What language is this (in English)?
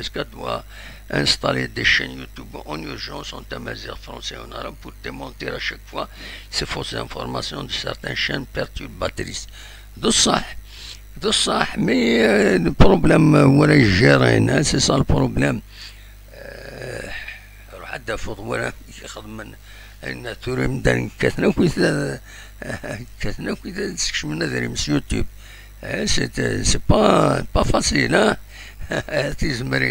Kabyle